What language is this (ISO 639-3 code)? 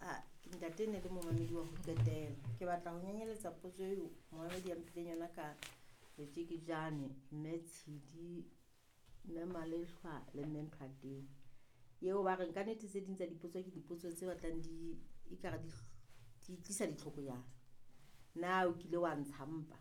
sot